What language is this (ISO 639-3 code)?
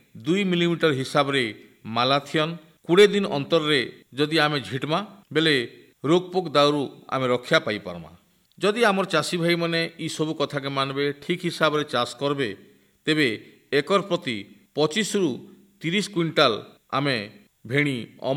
ori